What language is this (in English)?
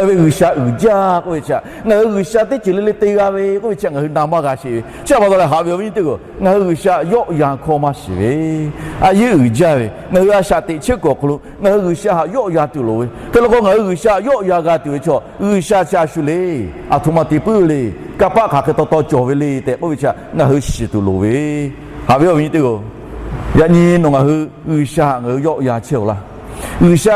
Lahu